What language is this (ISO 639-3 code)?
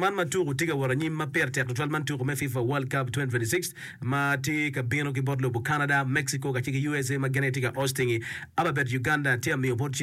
ach